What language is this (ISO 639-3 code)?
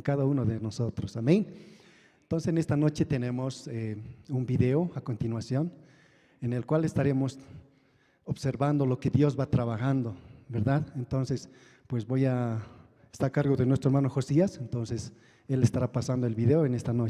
quh